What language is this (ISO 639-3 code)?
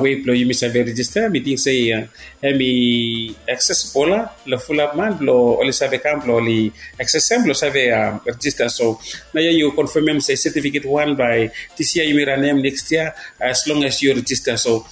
bis